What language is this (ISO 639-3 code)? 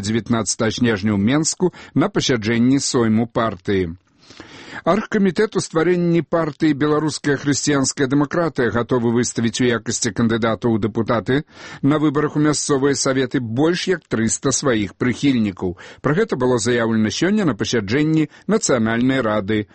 bel